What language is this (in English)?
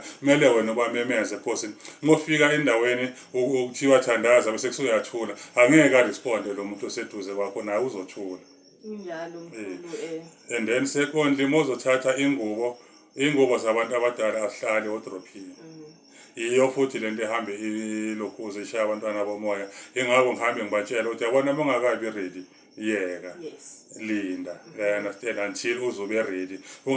Zulu